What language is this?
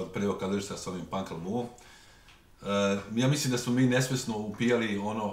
Serbian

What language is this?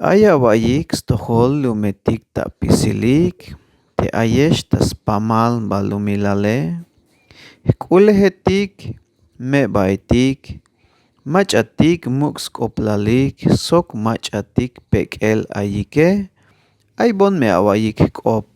Tzeltal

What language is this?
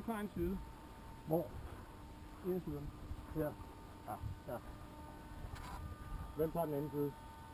Danish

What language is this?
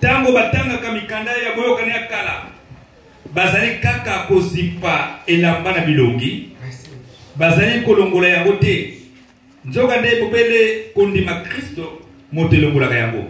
Lingala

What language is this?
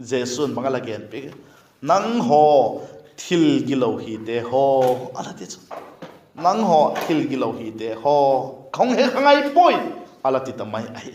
Vaiphei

